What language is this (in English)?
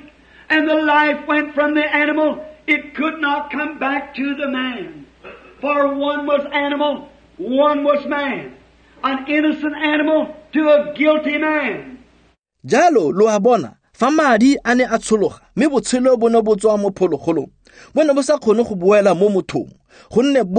Tswana